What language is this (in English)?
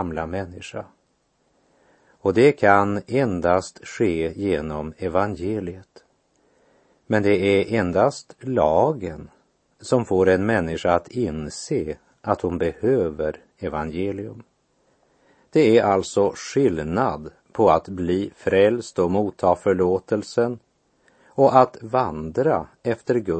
Swedish